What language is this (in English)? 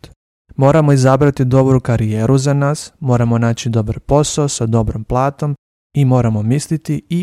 Serbian